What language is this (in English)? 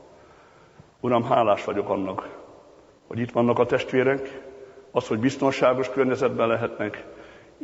Hungarian